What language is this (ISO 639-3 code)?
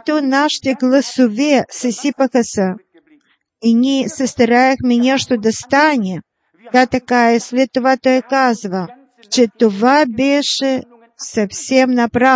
bul